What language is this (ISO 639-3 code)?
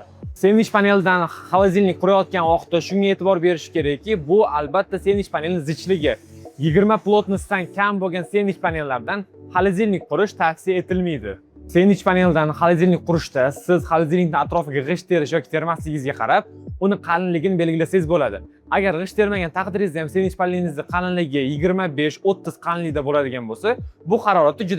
uzb